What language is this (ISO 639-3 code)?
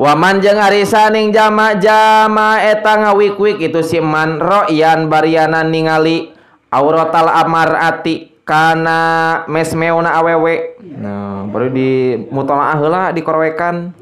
sun